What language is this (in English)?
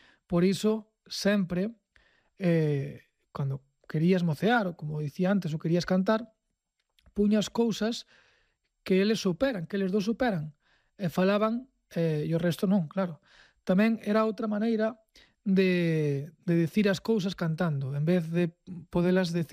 Galician